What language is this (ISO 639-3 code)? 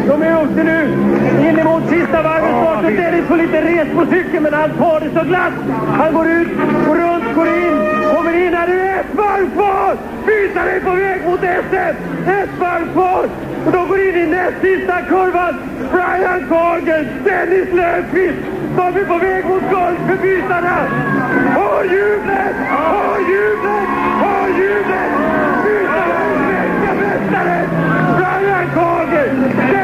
swe